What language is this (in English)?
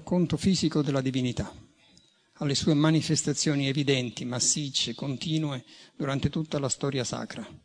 Italian